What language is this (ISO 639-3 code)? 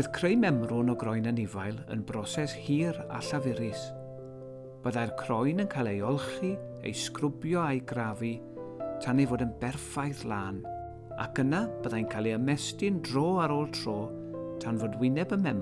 cym